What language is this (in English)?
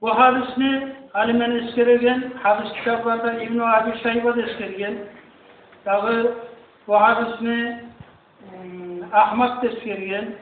Kumyk